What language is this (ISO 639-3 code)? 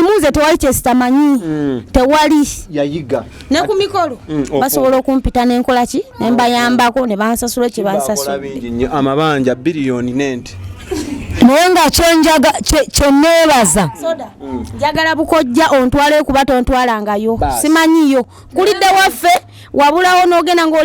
lug